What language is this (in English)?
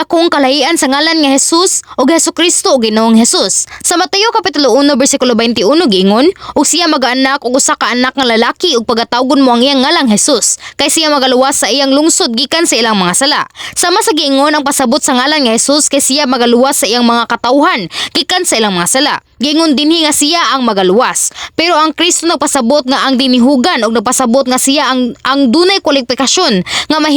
Cebuano